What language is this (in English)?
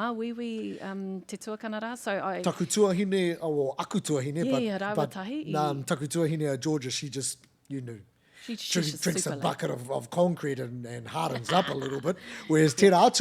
Māori